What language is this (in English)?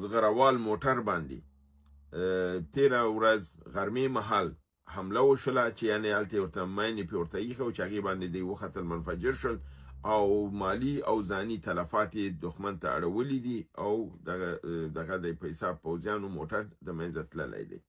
Pashto